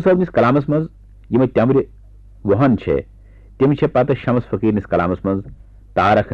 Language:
Kashmiri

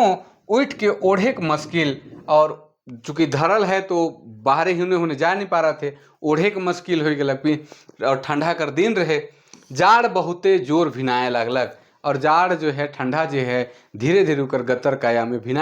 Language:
Sadri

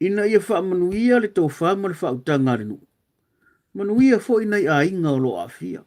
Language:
Samoan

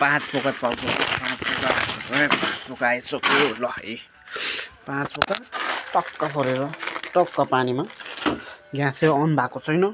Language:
Nepali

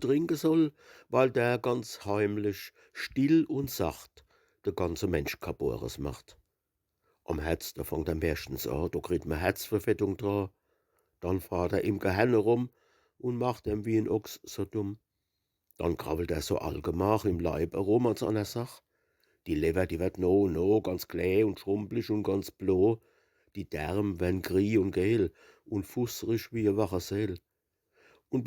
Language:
Palatine German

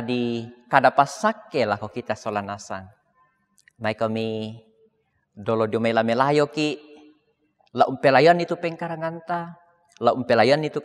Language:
Toraja-Sa'dan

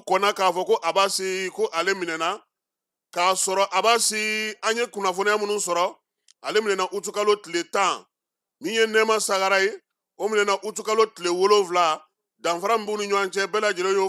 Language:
Bambara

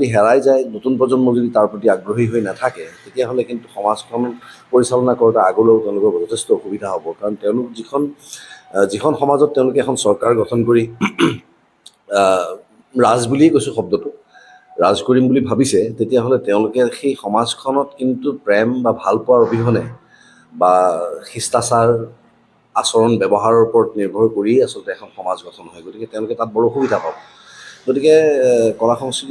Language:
Assamese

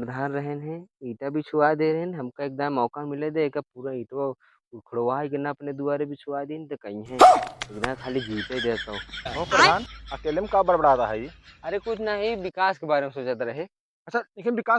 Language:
Awadhi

